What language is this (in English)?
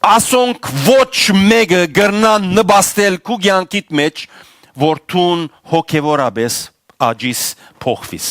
Western Armenian